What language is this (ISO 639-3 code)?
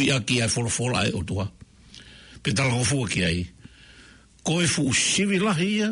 ton